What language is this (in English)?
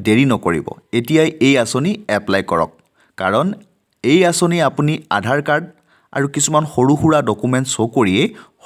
Assamese